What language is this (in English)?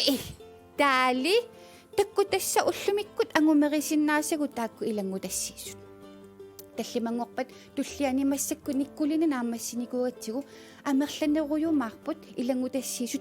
Kalaallisut